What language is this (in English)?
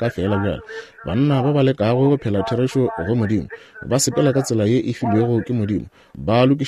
Northern Sotho